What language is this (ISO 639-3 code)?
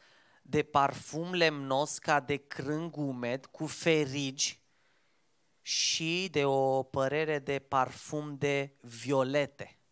ron